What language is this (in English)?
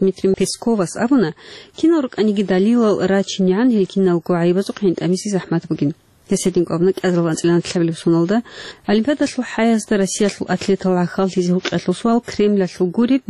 Avaric